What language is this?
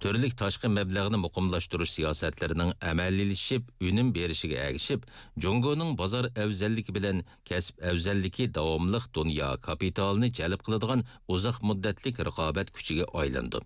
Uyghur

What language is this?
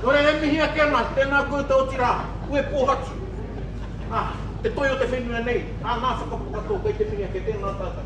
Māori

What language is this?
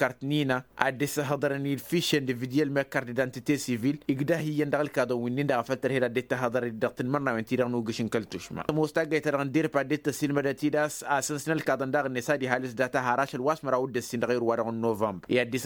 Tamasheq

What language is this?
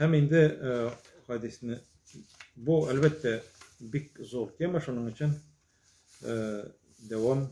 Tatar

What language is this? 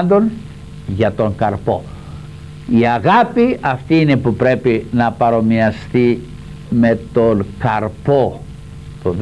Greek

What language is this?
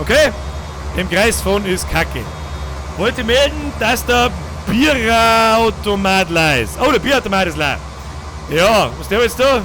Bavarian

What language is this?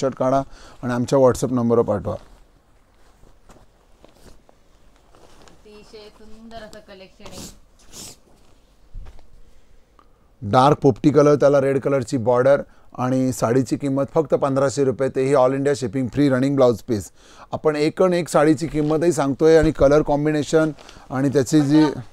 Marathi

